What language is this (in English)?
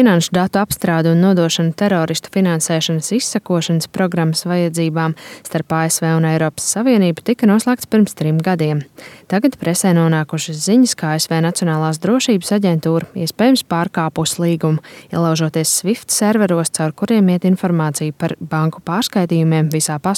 Latvian